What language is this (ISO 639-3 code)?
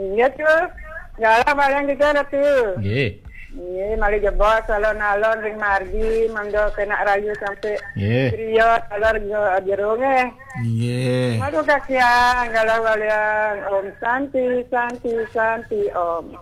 ban